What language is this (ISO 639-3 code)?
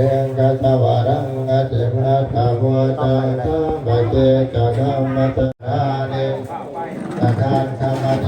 pli